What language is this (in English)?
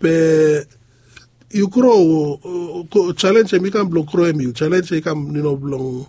Bislama